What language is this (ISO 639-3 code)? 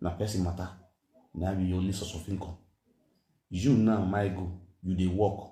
pcm